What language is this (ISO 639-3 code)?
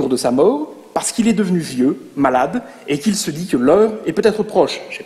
fra